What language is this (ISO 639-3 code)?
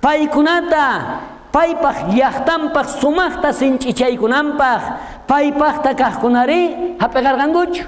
quh